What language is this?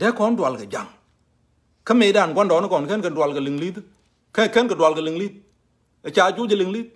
Nuer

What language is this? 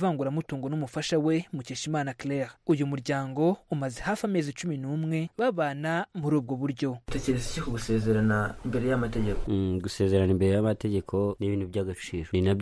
Kinyarwanda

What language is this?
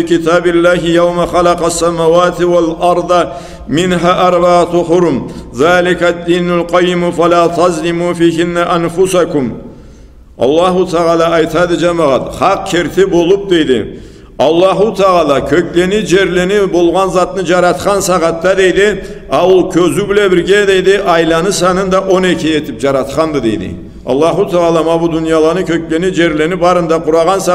Karachay-Balkar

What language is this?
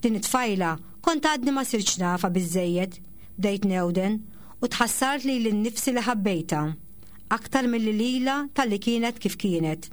Maltese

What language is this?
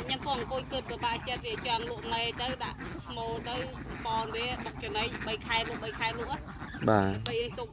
Khmer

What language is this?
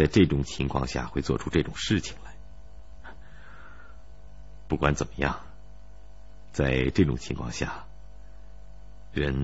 Chinese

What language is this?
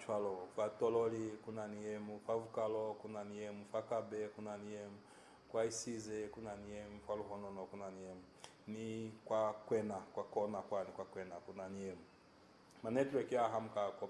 Lozi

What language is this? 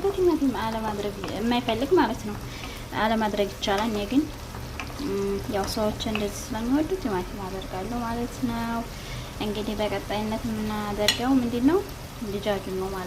Amharic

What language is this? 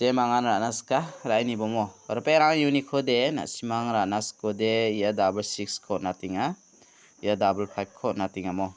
Garo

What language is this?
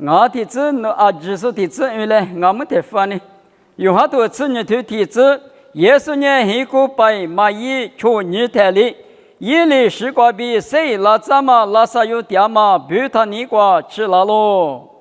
Lisu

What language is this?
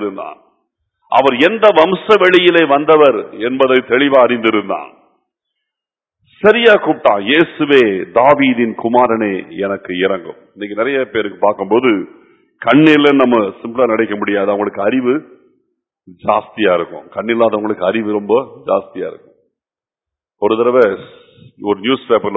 Tamil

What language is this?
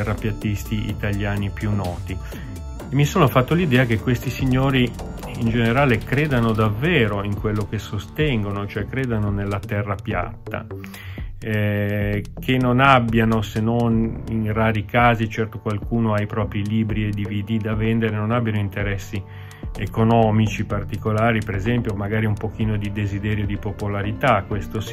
Italian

